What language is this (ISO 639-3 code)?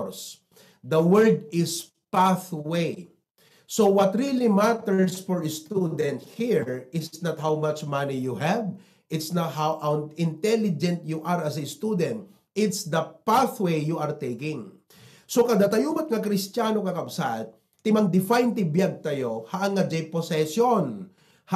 ilo